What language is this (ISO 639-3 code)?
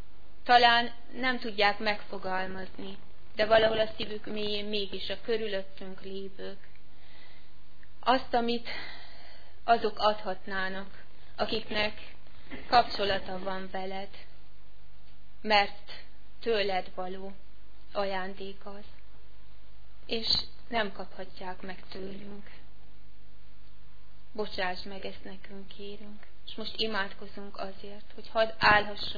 hun